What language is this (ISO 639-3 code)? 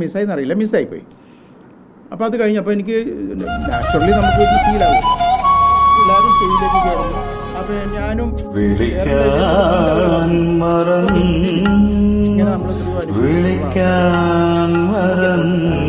mal